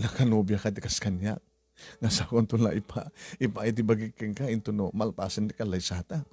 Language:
Iloko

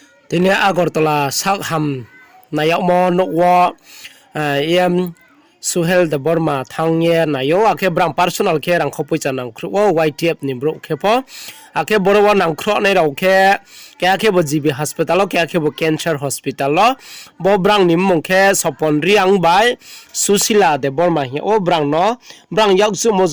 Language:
Riang (India)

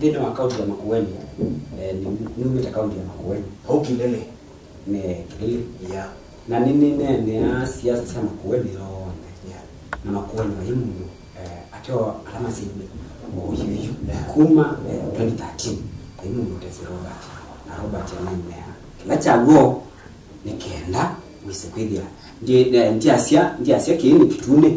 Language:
Kamba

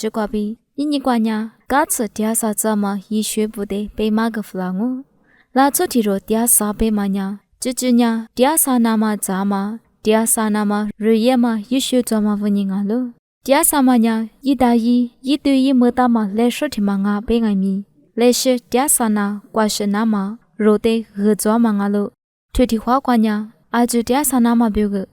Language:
Lisu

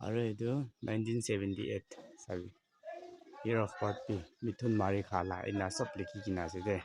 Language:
Naga Pidgin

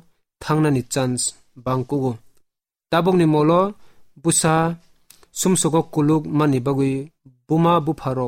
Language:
Kok Borok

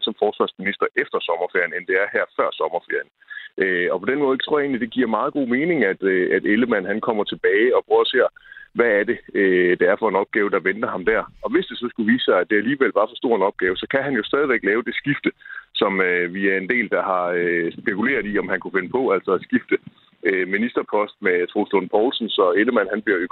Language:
Danish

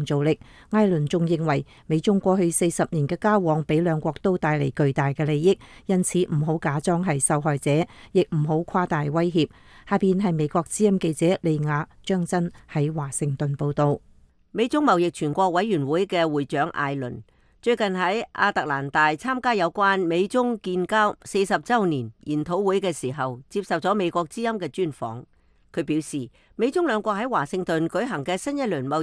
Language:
Cantonese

